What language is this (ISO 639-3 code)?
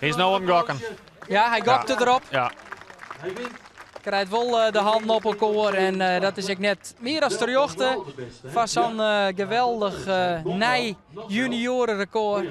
fry